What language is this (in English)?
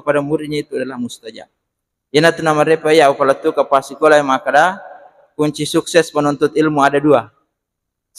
Buginese